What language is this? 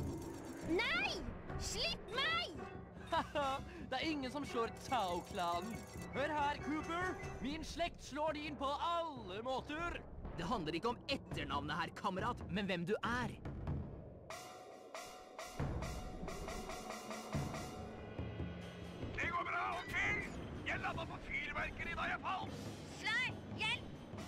Norwegian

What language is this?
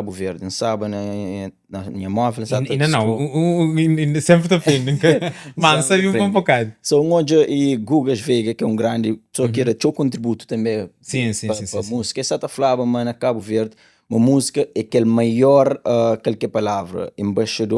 Kabuverdianu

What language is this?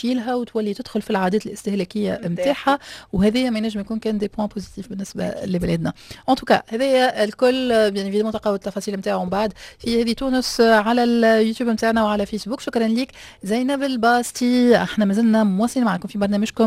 Tunisian Arabic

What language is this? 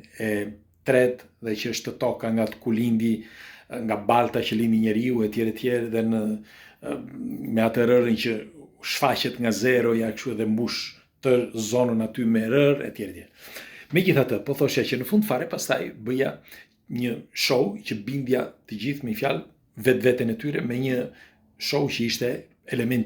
Albanian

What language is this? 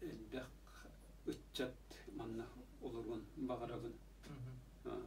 Yakut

